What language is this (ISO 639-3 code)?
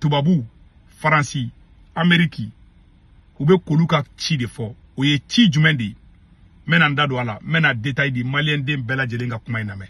bam